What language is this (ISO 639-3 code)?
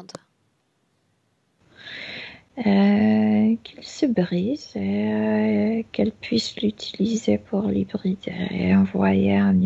fra